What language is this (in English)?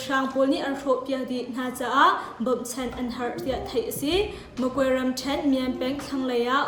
Hakha Chin